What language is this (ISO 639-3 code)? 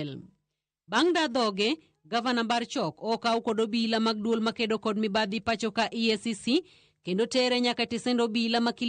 luo